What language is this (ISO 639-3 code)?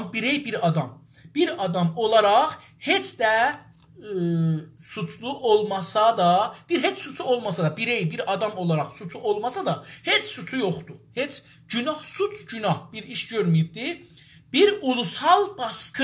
azb